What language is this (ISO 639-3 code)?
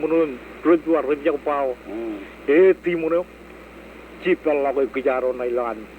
mah